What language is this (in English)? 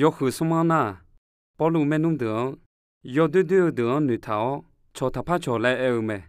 Akha